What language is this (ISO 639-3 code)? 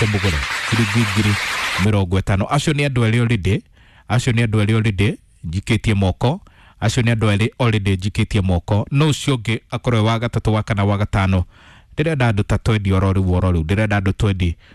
kik